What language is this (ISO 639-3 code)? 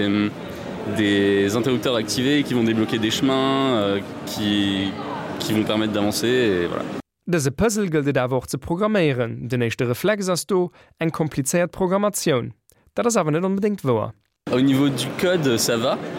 ltz